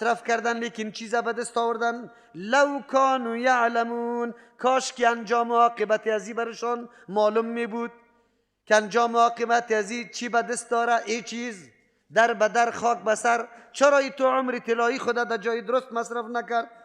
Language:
Persian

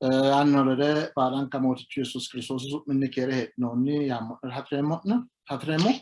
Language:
Sidamo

